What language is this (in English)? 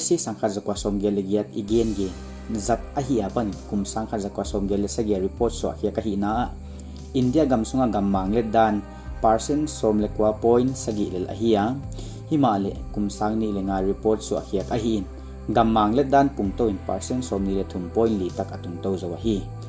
Paite Chin